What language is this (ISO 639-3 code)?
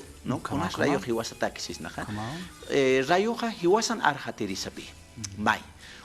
aym